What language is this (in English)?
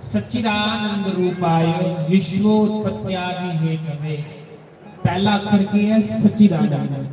Dogri